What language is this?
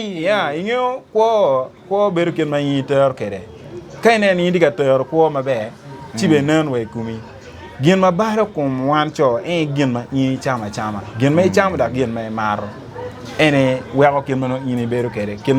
Acoli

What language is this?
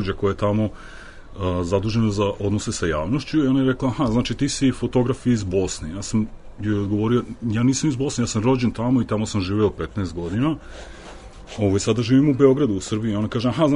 Serbian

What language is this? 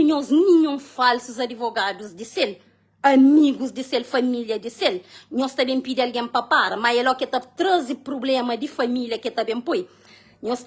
Kabuverdianu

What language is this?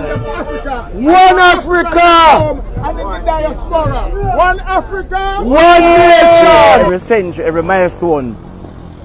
Jamaican Creole English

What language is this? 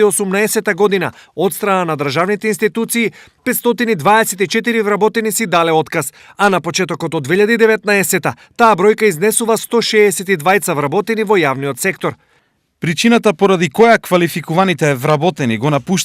Macedonian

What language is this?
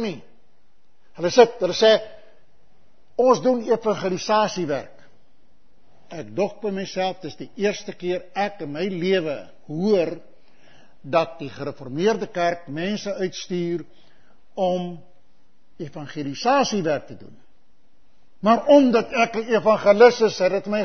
Afrikaans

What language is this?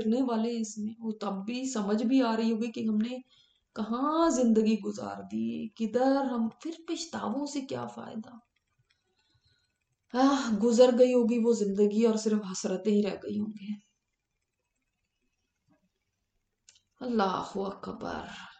Urdu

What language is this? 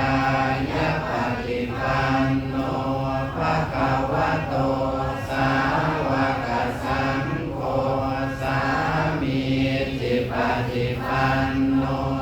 Pali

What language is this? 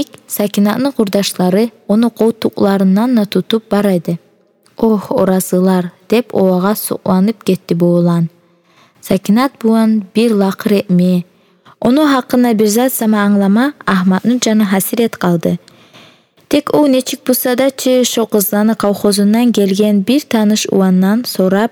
Kumyk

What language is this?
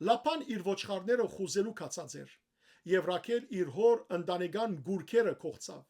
Western Armenian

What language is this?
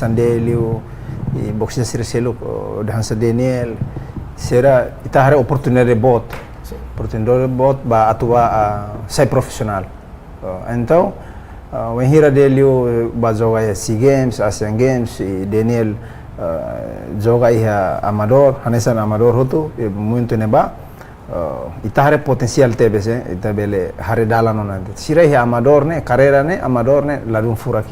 Tetum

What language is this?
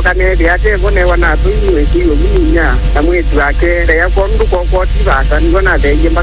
Kamba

